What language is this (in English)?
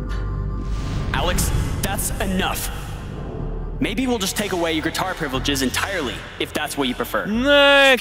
Czech